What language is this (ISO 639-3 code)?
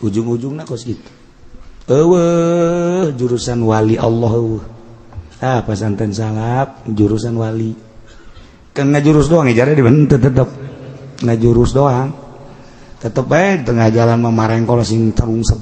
sun